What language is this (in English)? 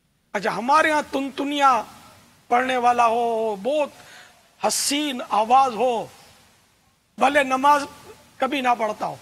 Urdu